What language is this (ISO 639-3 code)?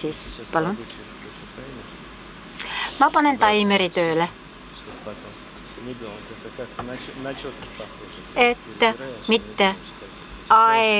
est